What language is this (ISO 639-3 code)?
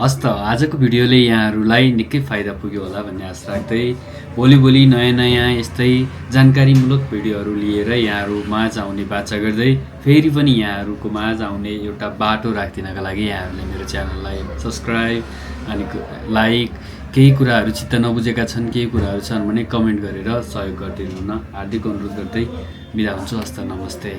nep